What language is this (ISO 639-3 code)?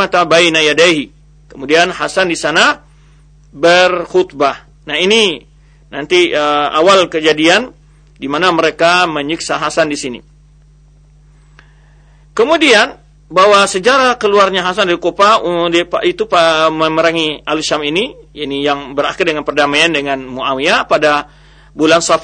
ind